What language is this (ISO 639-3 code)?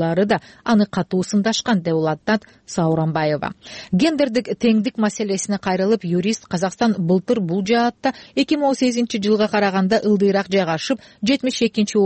kir